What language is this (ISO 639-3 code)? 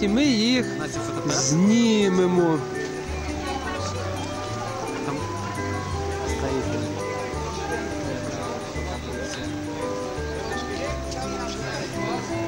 ukr